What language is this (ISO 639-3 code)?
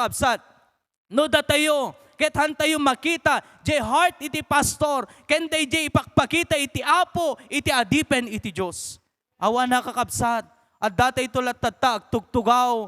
ilo